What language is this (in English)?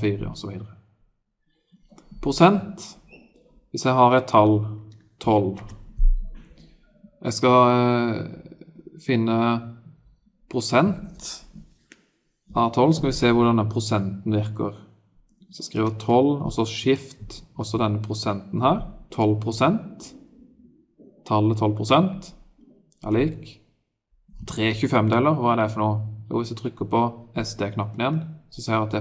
Norwegian